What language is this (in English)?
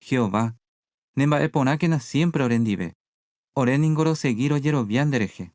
Guarani